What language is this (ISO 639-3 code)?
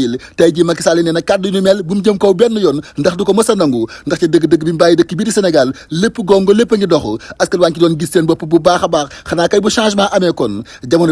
wol